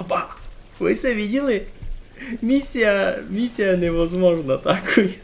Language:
Rusyn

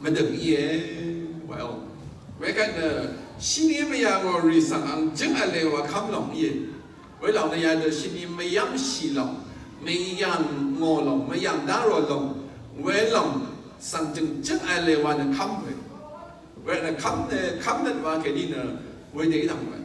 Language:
Rawang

